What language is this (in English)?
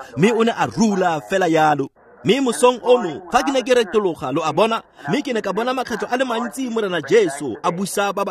Tswana